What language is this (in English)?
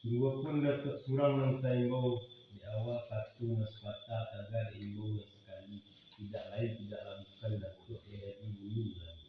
Minangkabau